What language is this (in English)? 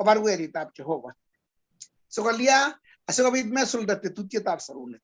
Kalenjin